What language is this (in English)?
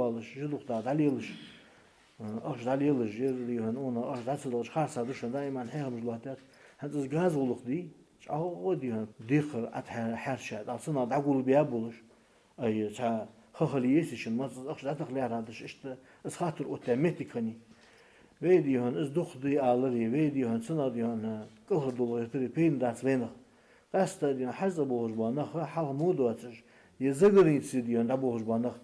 Ingush